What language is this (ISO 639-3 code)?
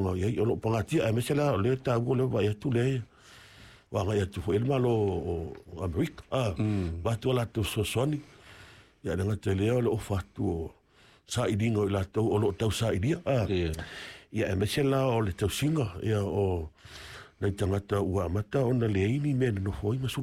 smo